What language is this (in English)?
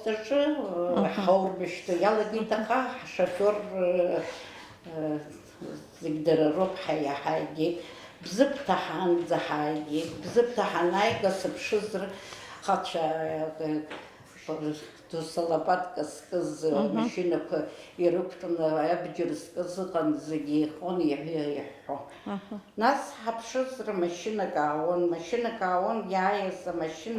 Abkhazian